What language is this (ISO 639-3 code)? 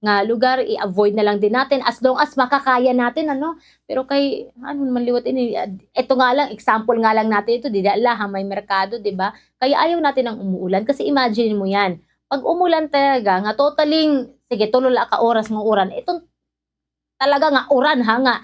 war